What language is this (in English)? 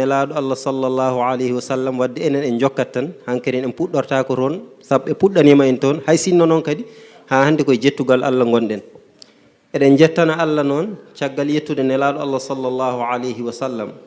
Fula